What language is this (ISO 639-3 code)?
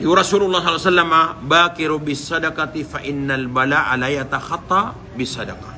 mrw